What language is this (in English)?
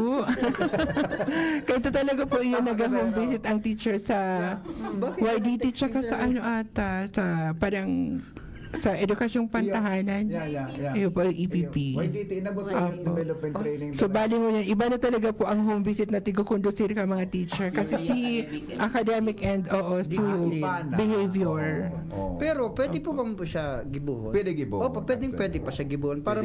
Bikol